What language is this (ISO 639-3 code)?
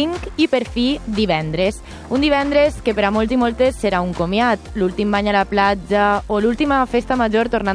cat